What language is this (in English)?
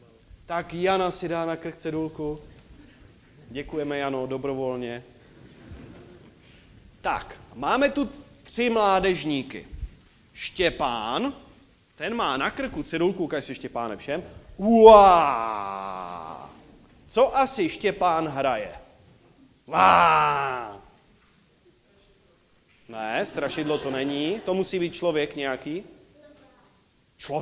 Czech